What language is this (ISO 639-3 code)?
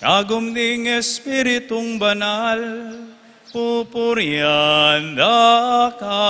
pam